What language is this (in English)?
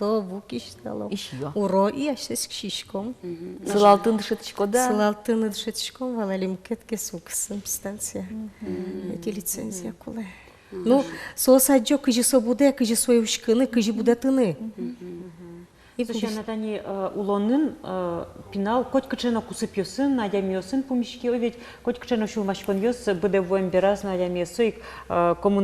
Udmurt